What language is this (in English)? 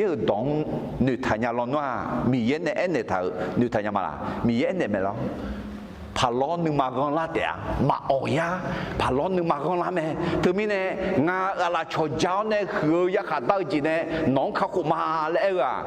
Akha